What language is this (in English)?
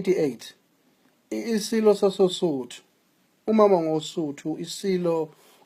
Zulu